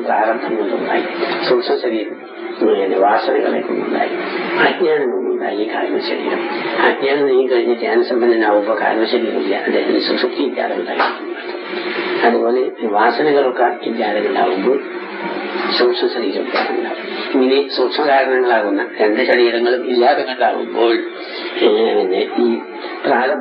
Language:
Malayalam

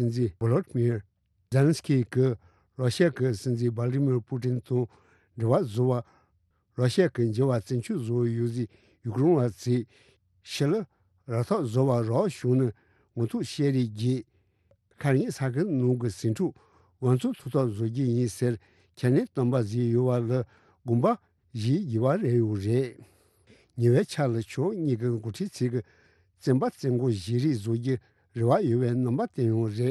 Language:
Tibetan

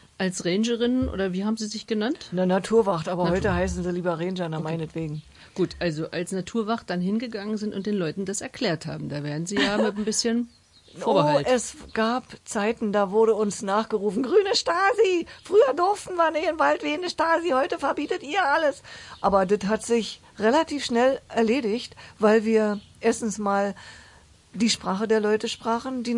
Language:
German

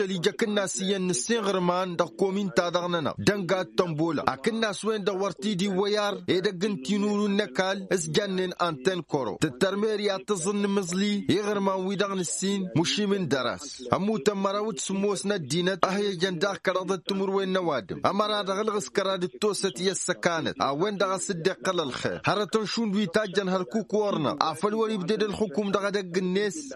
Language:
Tamasheq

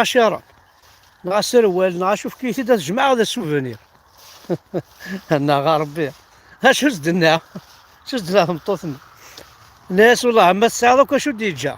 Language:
Kabyle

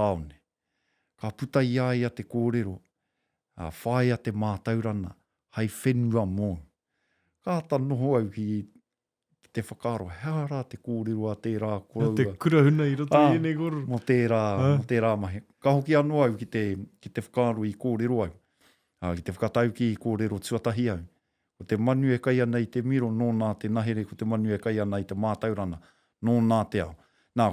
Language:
Māori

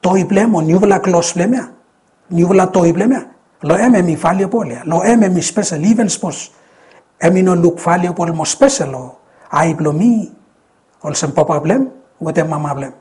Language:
Bislama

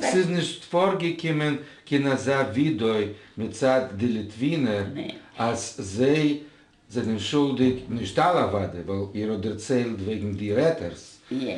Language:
Yiddish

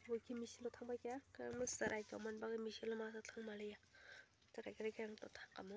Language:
Kok Borok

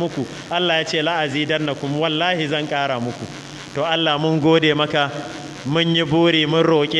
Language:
Hausa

